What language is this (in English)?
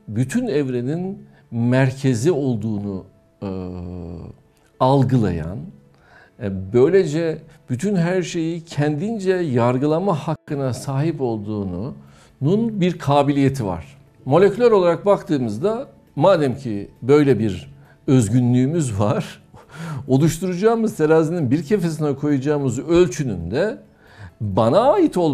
Turkish